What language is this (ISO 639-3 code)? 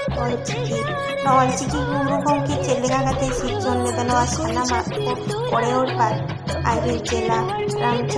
sat